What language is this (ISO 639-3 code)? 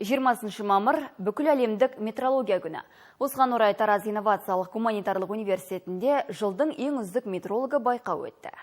kaz